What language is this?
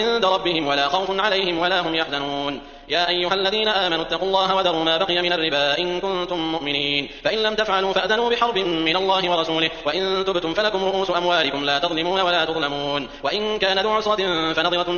Arabic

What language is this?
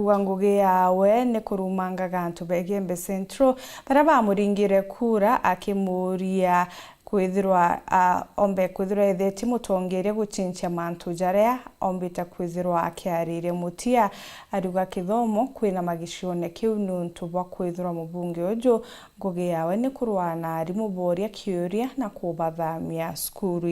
Meru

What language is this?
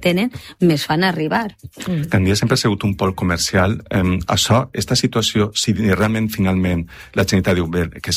Catalan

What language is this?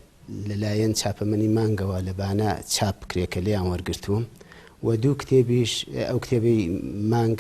Central Kurdish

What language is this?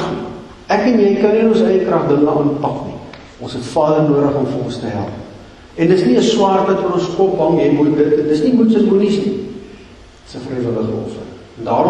Afrikaans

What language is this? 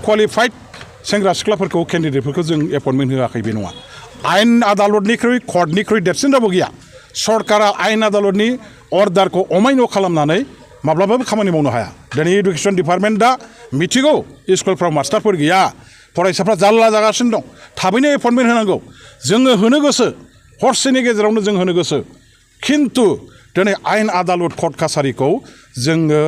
Bodo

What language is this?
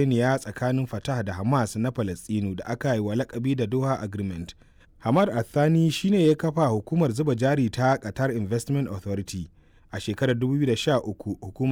Hausa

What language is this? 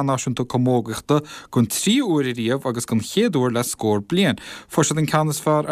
Irish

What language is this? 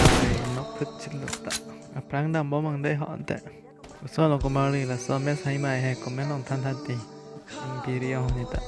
Karbi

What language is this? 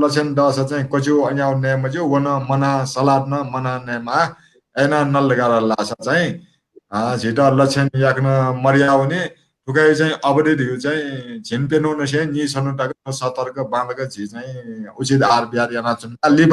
Newari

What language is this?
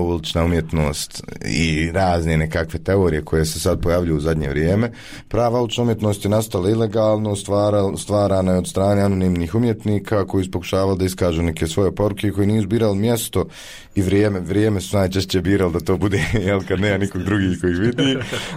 Bosnian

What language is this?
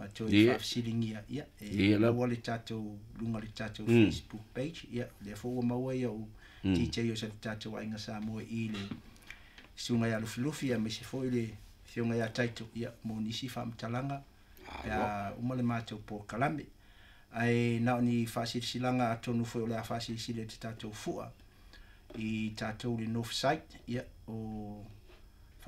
Samoan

